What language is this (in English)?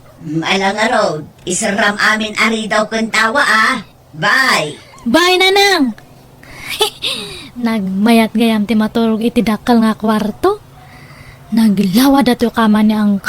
Iloko